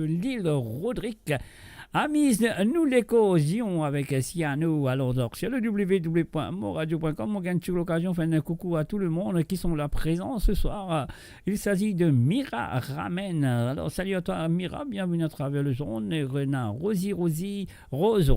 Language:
Morisyen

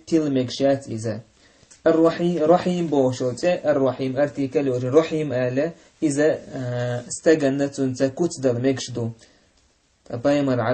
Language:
Chechen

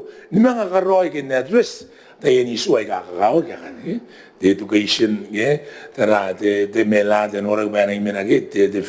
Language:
Gilbertese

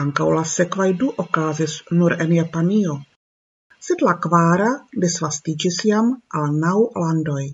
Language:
Esperanto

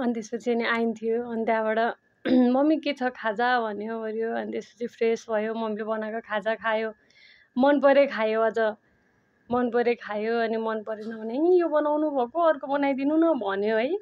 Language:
Nepali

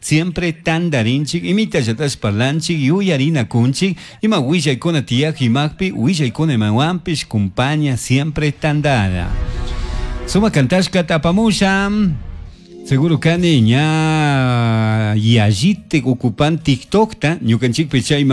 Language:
Chimborazo Highland Quichua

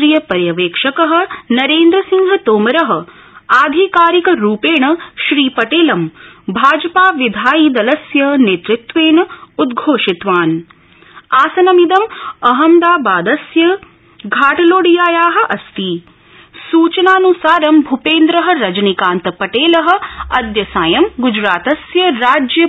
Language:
Sanskrit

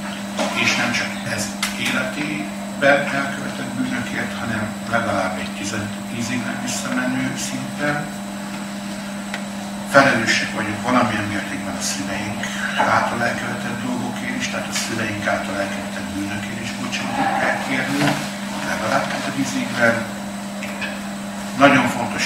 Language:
Hungarian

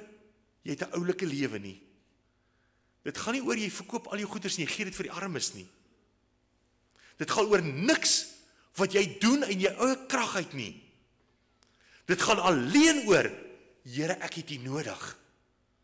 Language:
Afrikaans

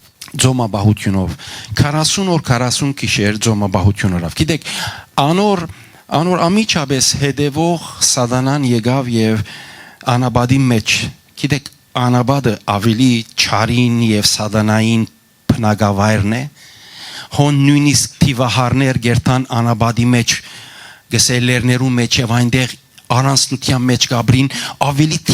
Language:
Western Armenian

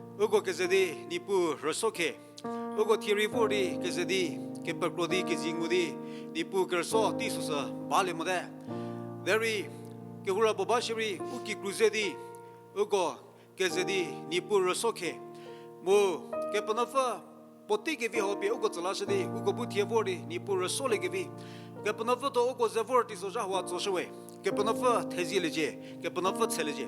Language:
Angami Naga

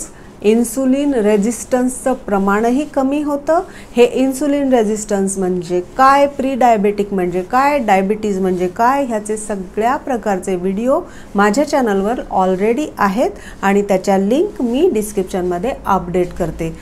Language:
Marathi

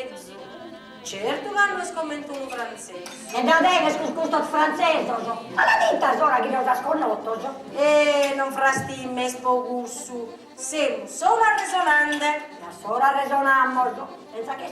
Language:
Sardinian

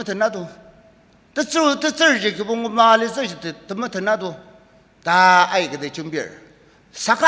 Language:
Ao Naga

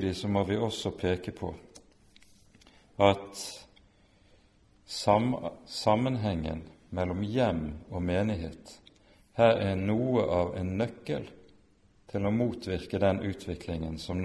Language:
Norwegian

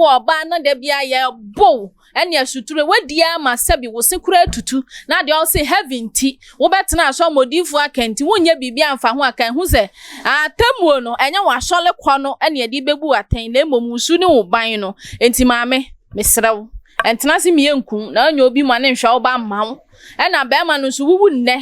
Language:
Akan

